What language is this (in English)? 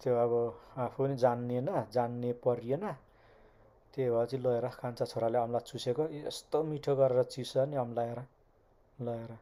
Nepali